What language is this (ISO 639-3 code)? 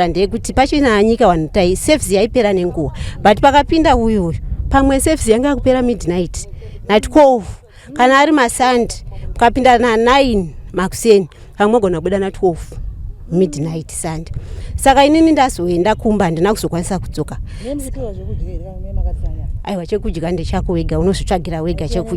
sna